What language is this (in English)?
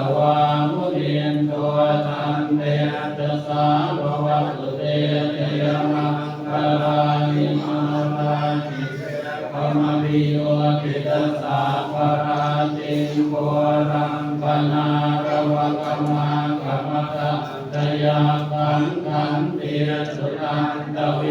Pali